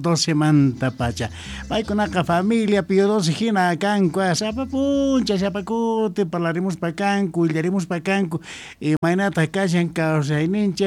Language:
South Bolivian Quechua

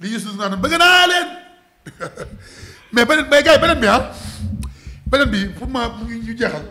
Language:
Wolof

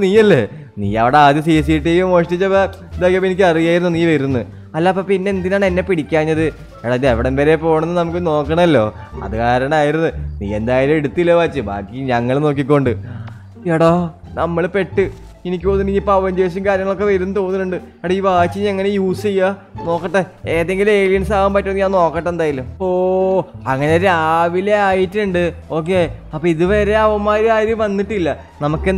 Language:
Malayalam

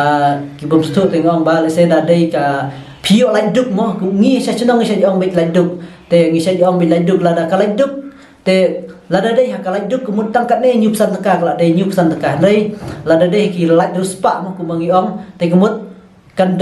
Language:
Khasi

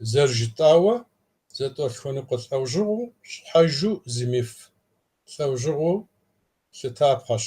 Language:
Kabardian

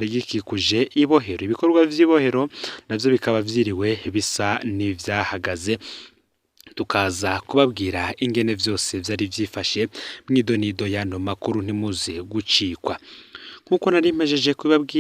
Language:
Rundi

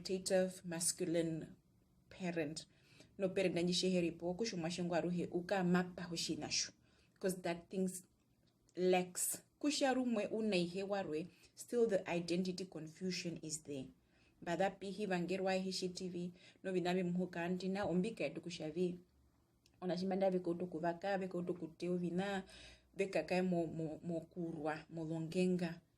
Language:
Herero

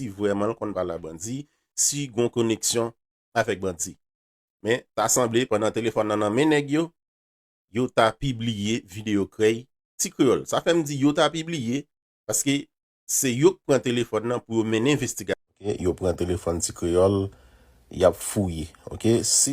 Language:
Haitian Creole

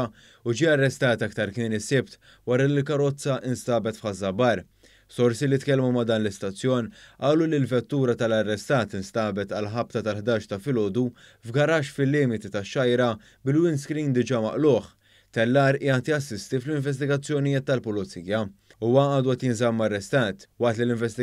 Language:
Maltese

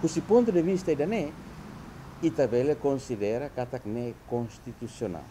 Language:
Tetum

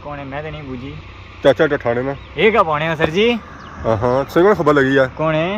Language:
Pahari-Potwari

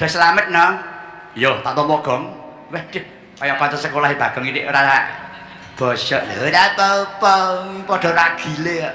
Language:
Javanese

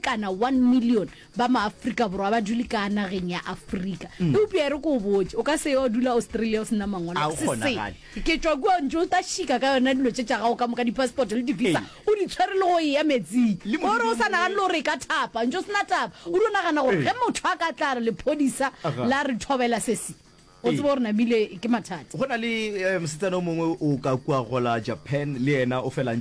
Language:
Northern Sotho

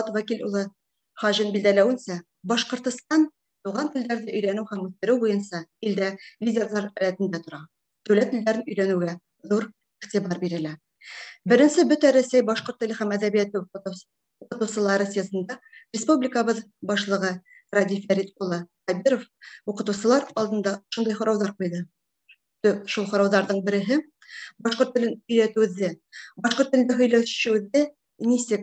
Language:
Bashkir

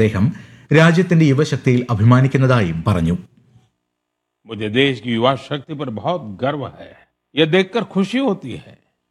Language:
Malayalam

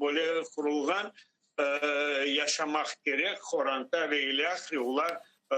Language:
Crimean Tatar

